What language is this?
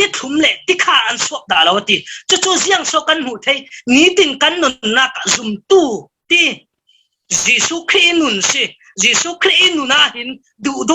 Falam Chin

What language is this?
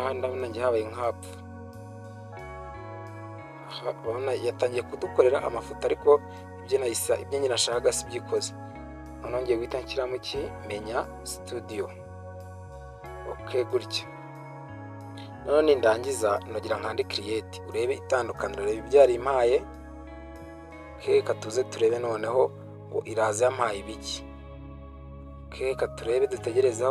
Kinyarwanda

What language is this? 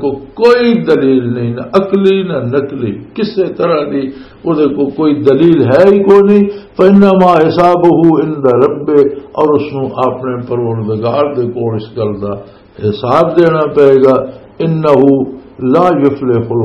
Western Panjabi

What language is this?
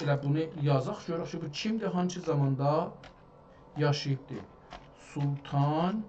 South Azerbaijani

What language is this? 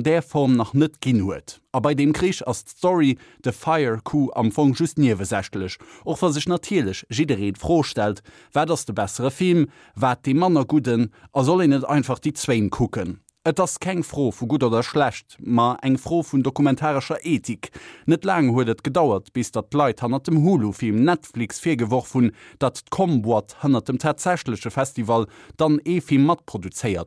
Luxembourgish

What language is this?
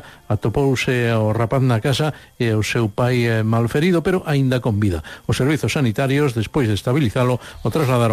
Galician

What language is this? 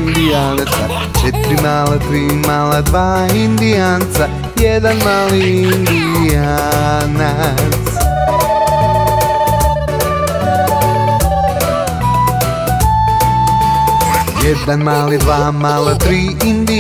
Croatian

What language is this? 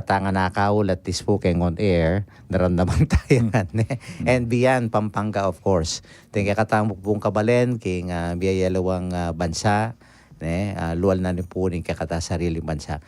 Pampanga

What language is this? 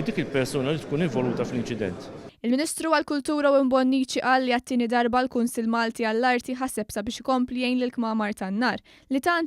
Maltese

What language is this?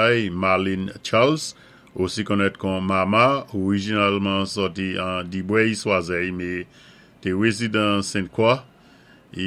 Saint Lucian Creole French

